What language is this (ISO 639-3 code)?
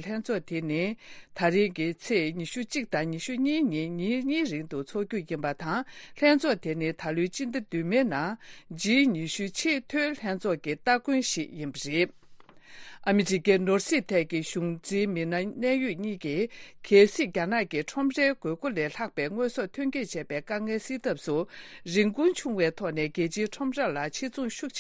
bod